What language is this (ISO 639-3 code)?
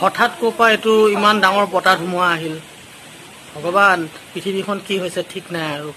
asm